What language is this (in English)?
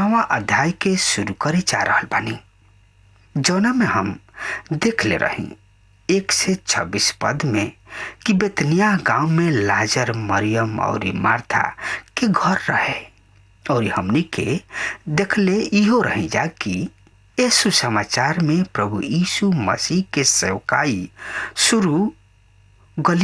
Bhojpuri